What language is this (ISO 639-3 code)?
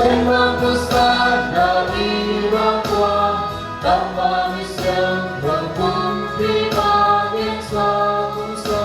ctd